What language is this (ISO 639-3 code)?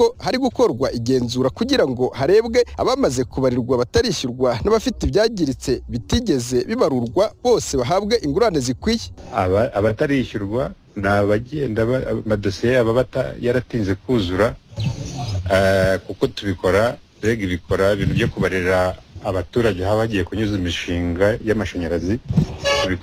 kin